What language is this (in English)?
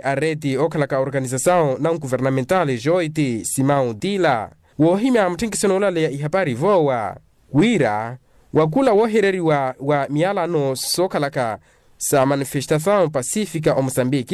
Makhuwa